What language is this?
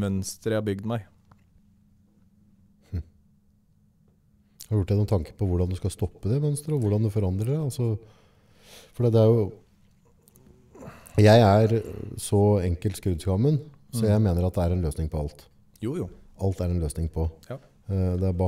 Norwegian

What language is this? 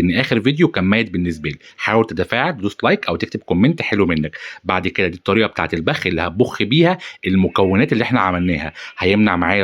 Egyptian Arabic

